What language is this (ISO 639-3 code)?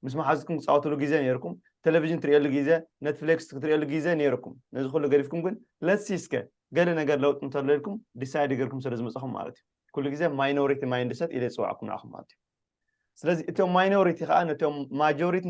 tir